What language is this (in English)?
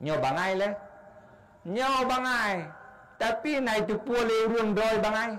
Achinese